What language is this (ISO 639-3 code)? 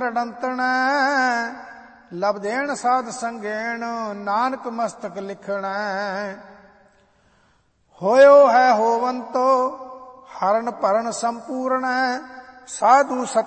pan